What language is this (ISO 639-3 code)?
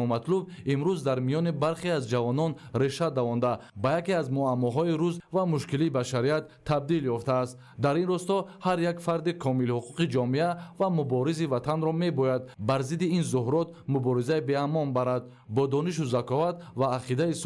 tgk